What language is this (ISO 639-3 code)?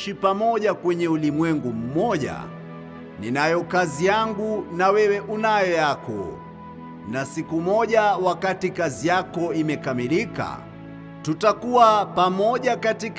swa